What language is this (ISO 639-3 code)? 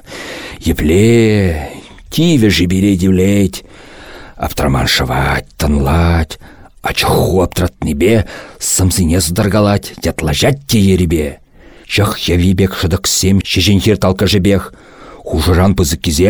chv